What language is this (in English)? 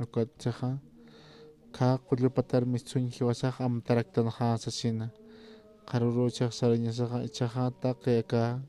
Aymara